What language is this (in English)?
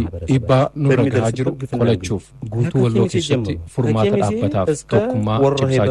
Oromo